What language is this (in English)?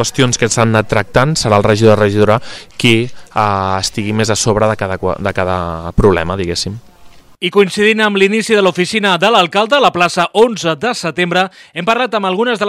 Catalan